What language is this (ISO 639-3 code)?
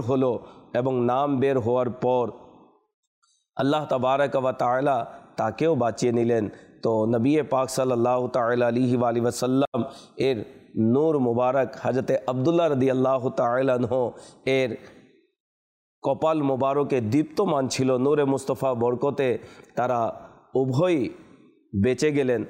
ben